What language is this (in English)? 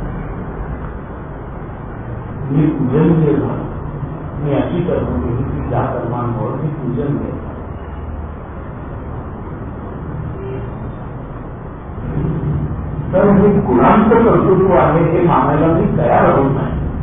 Marathi